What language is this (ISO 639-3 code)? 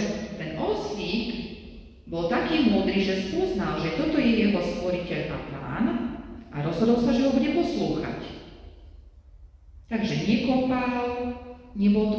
slk